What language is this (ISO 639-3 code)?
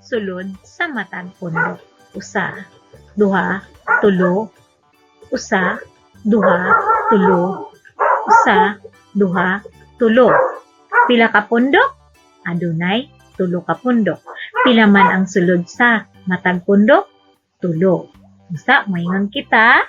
ceb